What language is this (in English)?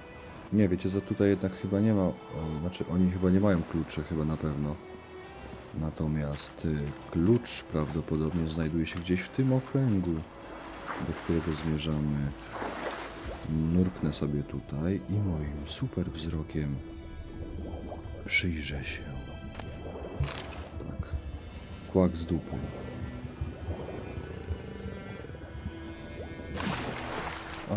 Polish